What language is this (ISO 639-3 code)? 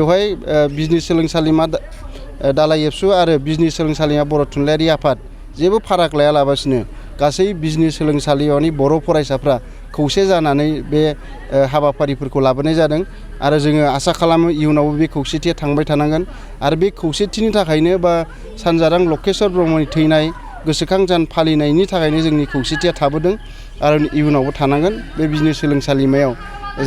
brx